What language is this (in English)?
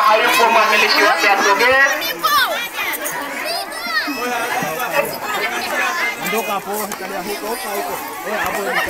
Swahili